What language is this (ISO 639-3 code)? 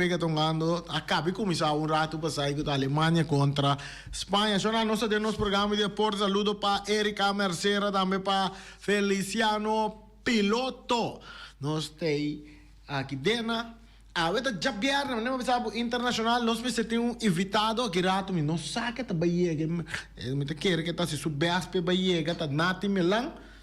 pap